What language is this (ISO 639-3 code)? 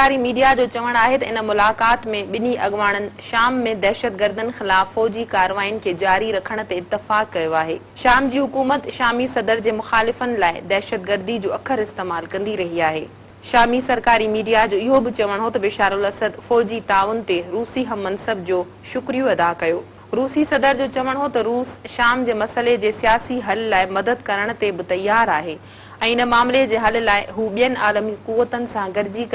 snd